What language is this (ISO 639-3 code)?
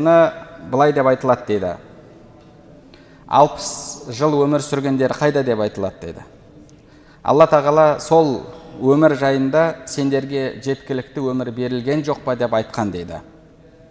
kaz